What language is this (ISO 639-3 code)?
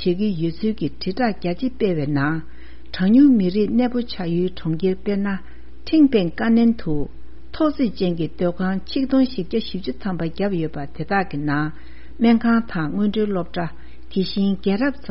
bod